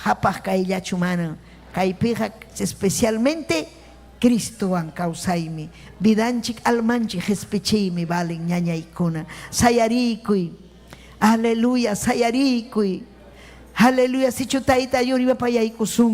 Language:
Ayacucho Quechua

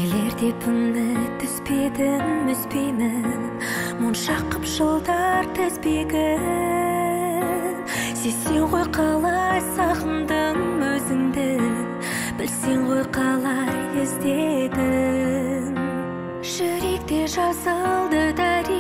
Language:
Kazakh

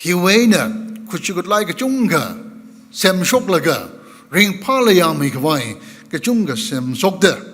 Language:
Tangkhul Naga (India)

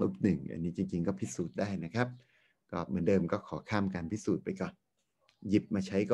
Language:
Thai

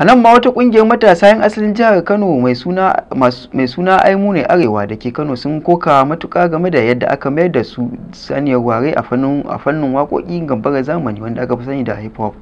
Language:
Hausa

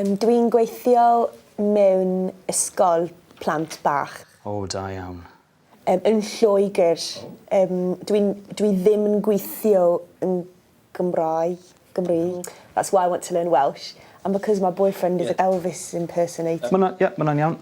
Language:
Welsh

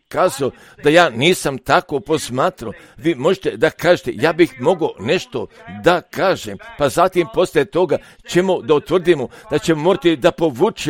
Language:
Croatian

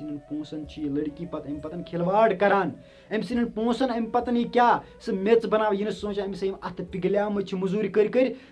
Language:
Kashmiri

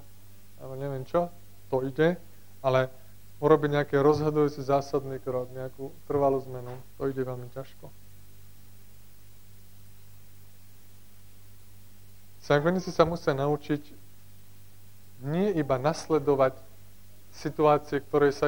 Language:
Slovak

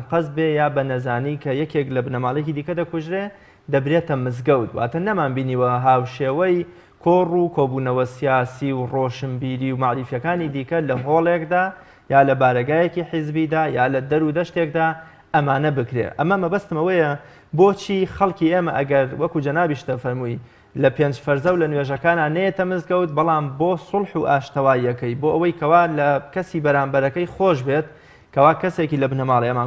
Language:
Central Kurdish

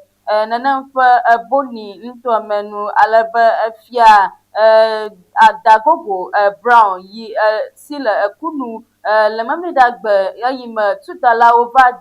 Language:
Ewe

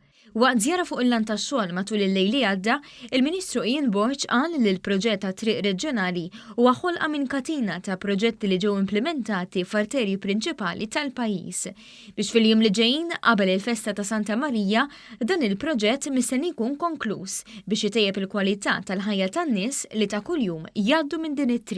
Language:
Maltese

